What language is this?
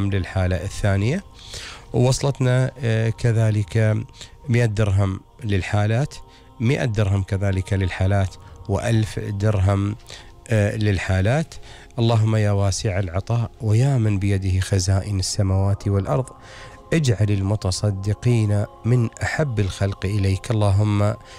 Gulf Arabic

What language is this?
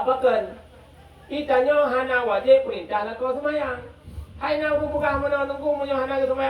Achinese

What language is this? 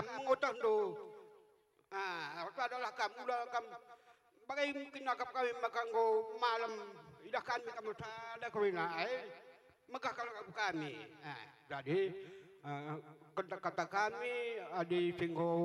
Batak Karo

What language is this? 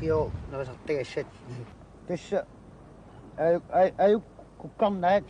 Kalaallisut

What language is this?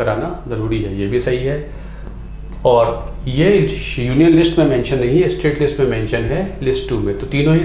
Hindi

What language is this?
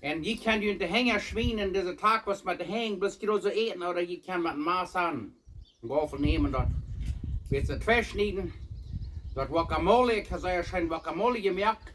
Plautdietsch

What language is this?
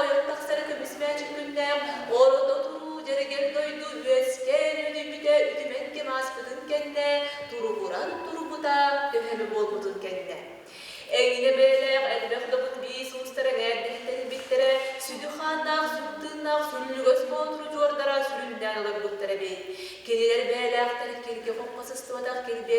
Yakut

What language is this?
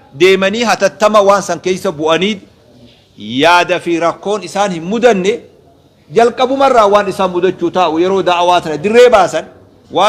Oromo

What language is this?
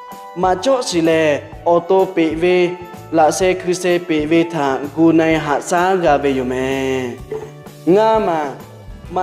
Lahu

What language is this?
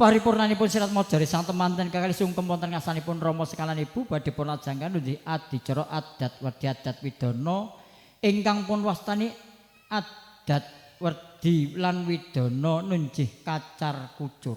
Javanese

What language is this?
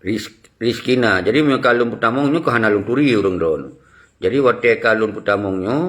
Achinese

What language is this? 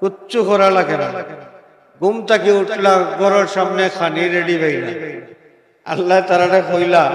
Sylheti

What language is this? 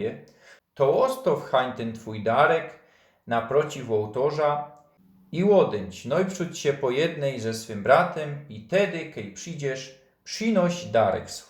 Silesian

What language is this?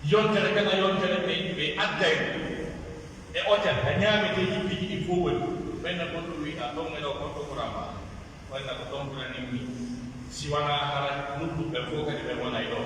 Pular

